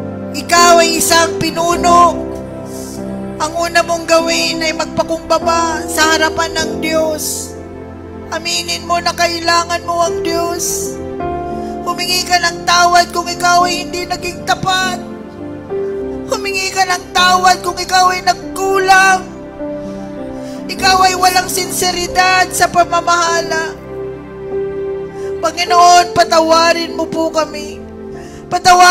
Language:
Filipino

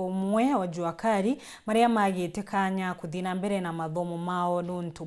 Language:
Meru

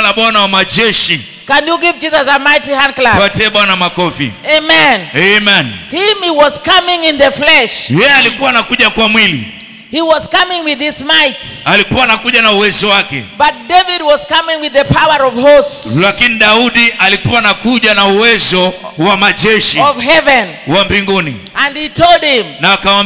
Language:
Swahili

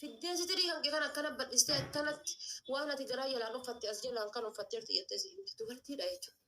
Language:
Oromo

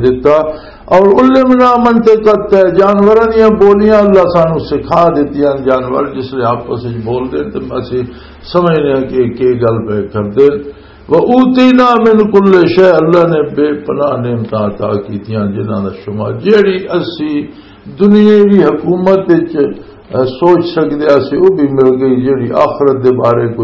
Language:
Western Panjabi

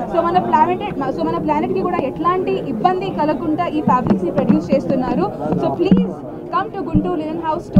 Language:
Telugu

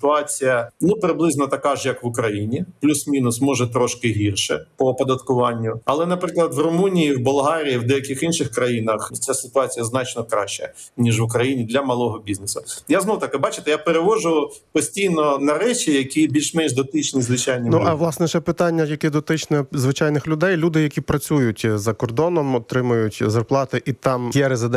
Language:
Ukrainian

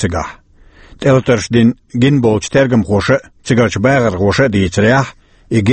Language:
Chechen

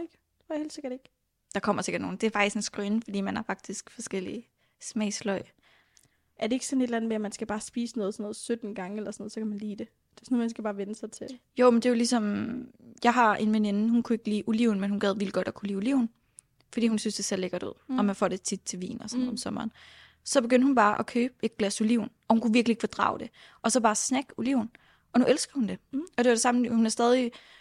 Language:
Danish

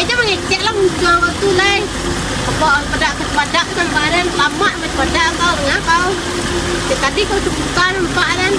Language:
Minangkabau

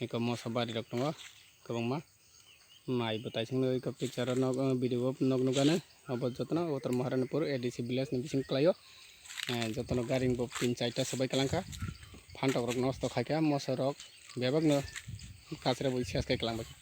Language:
Kok Borok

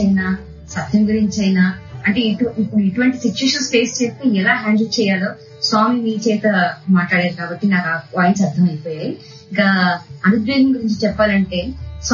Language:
Telugu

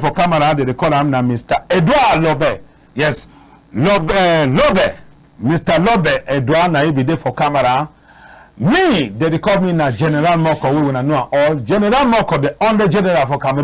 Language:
Cameroon Pidgin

